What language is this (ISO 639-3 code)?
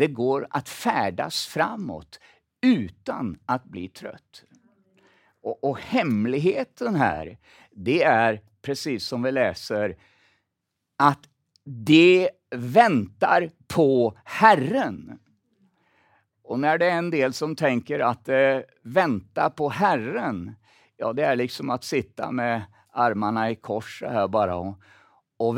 swe